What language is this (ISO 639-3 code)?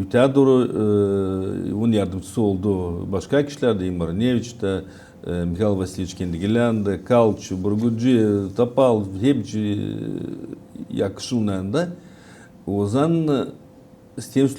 gag